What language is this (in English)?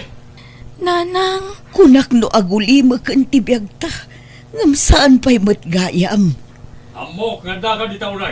Iloko